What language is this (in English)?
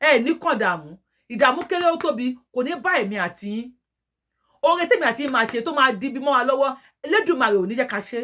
Yoruba